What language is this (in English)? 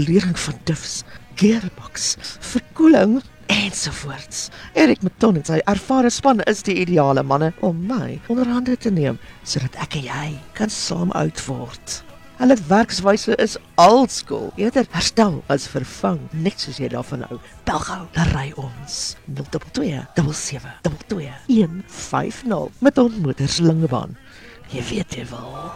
Afrikaans